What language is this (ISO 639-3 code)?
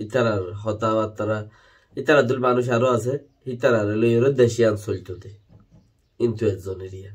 rhg